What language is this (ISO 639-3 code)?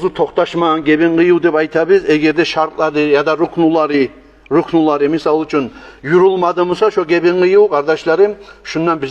kum